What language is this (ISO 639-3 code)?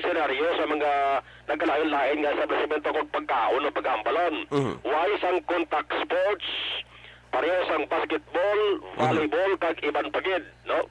hil